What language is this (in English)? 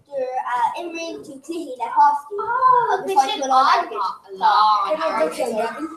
Irish